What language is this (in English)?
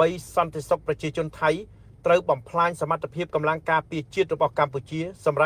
Khmer